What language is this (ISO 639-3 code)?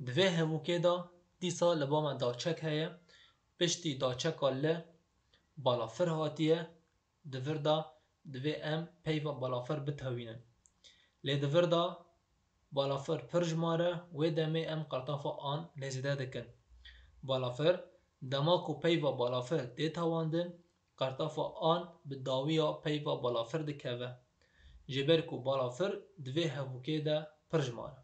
kur